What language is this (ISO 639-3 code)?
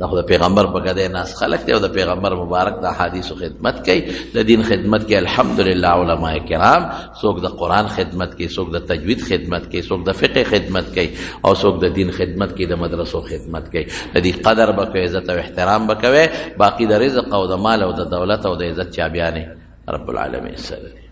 pus